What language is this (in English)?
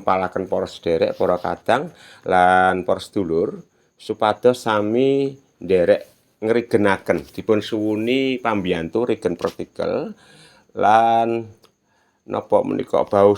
Javanese